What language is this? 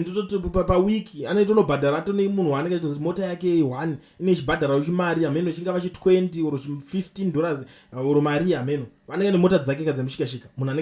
Shona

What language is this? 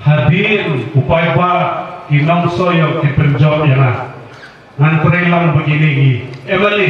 Khasi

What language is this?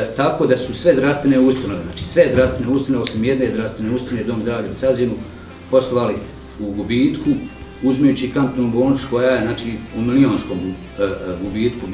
Bosnian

